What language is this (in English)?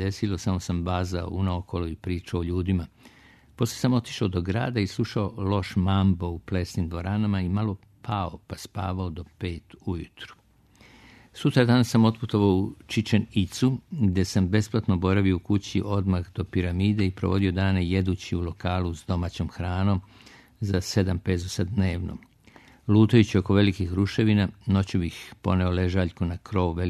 Serbian